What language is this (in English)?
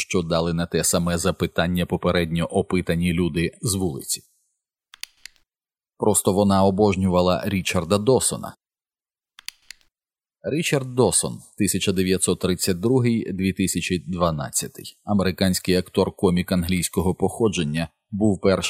Ukrainian